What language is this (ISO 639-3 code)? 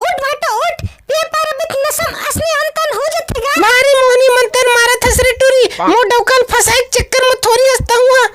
hne